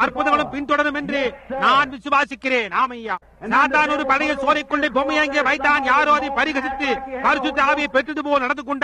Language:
Tamil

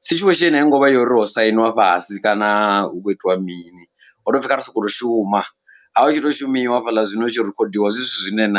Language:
Venda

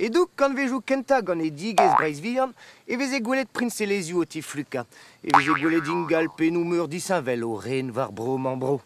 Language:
Breton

